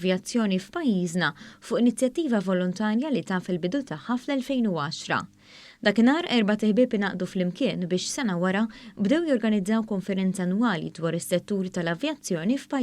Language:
Maltese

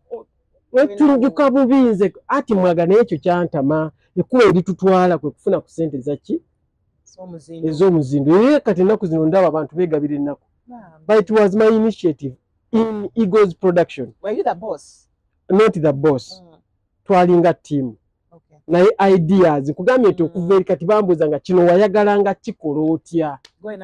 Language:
Ganda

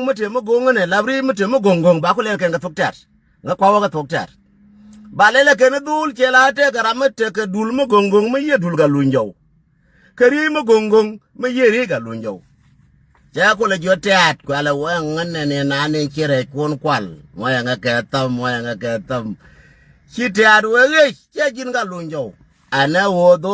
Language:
Nuer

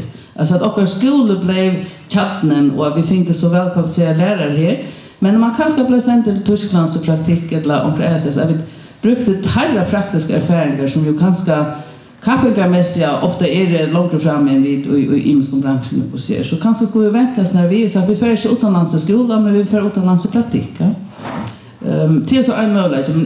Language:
Faroese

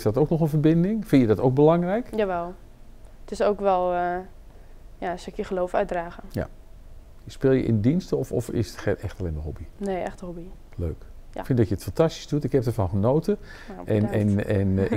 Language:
Dutch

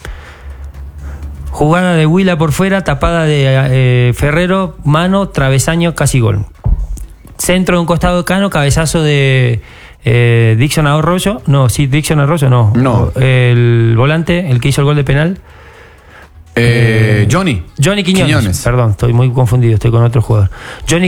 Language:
Spanish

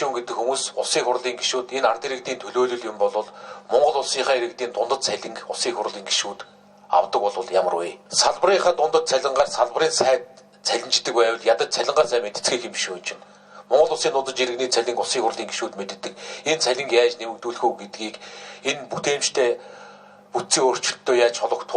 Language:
Mongolian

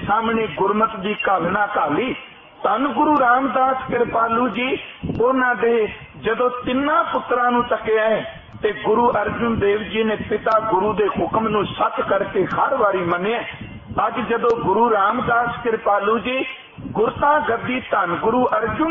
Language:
Punjabi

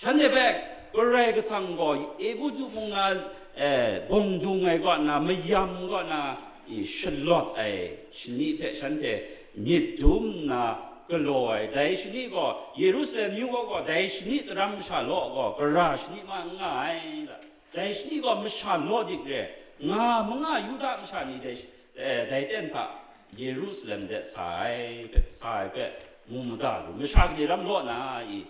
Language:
Kachin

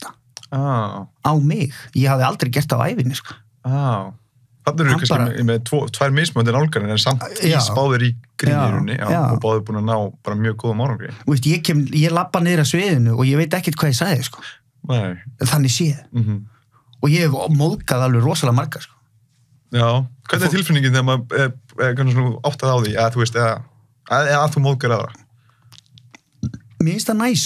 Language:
Icelandic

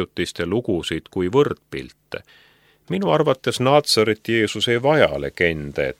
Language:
Estonian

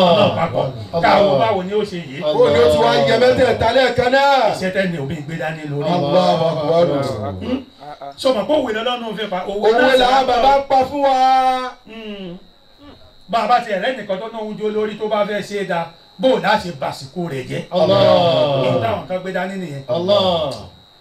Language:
Yoruba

